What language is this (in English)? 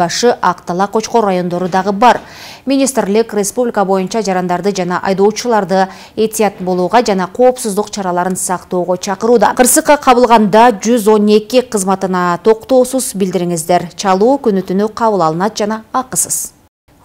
Kyrgyz